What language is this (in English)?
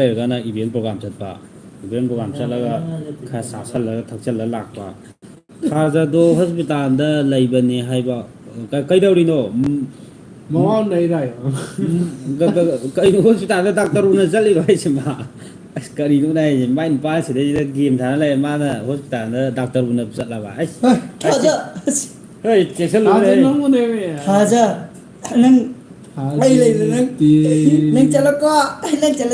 Manipuri